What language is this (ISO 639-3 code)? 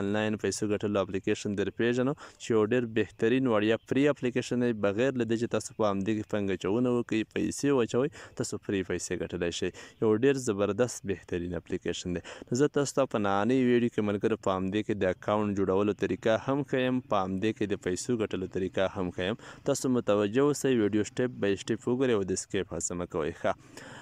pus